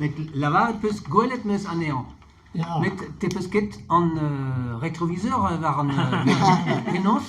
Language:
Breton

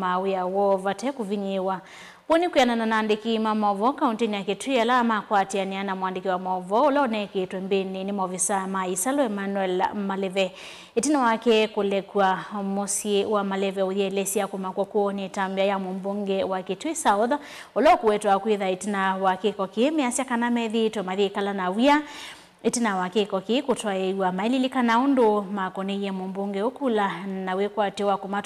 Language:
Kamba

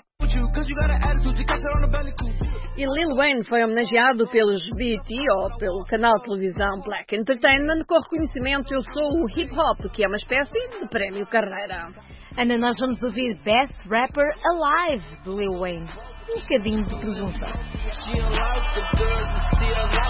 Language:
Portuguese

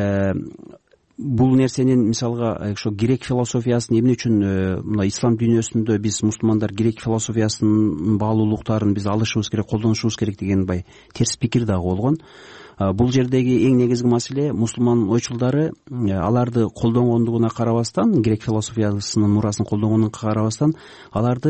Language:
Kyrgyz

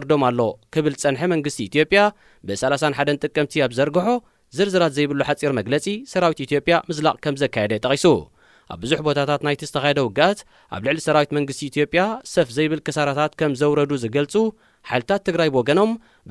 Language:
Tigrinya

